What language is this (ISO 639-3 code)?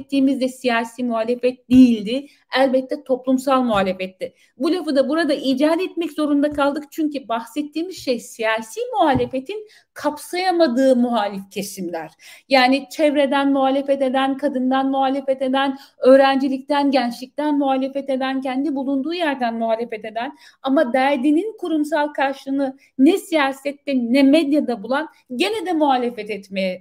tur